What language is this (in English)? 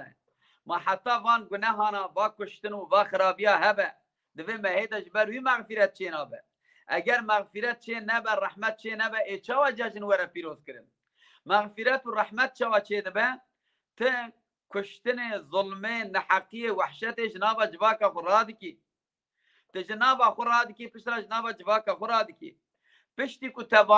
Kurdish